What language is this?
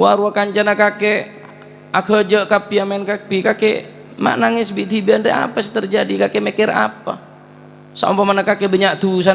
Madurese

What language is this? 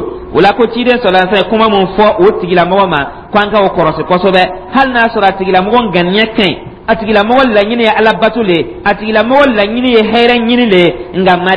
Dyula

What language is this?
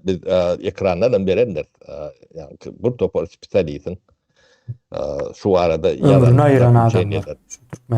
Turkmen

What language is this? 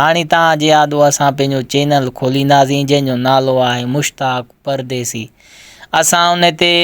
Sindhi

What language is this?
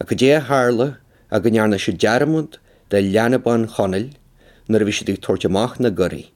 Irish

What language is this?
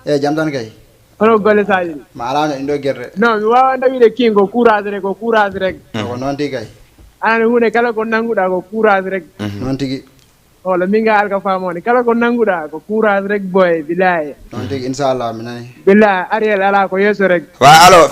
Fula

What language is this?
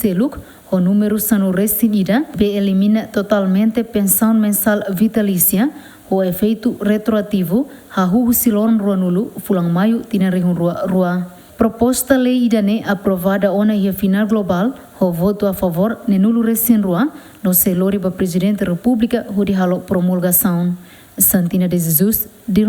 Tetum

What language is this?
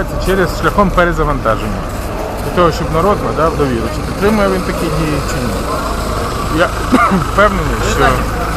Ukrainian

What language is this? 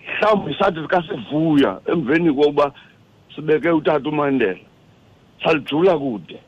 Xhosa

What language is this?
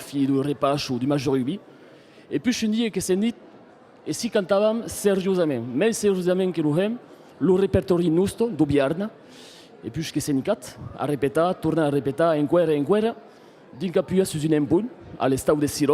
Occitan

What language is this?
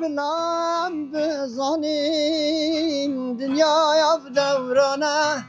Kurdish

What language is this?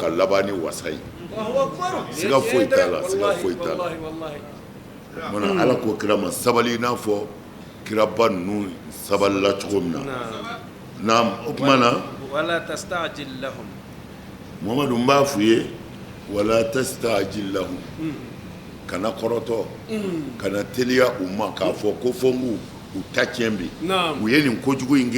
Bambara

